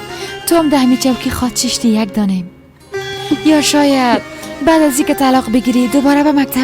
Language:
Persian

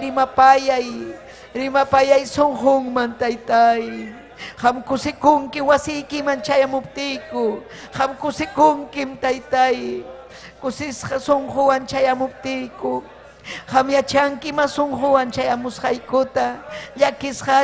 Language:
Ayacucho Quechua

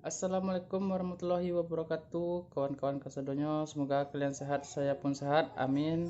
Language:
Minangkabau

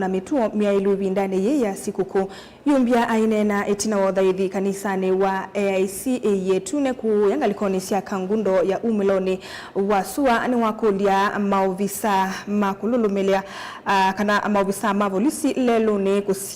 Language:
Kamba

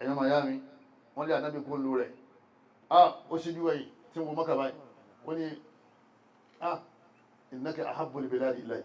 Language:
Yoruba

